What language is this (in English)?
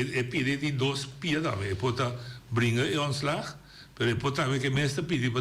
Papiamento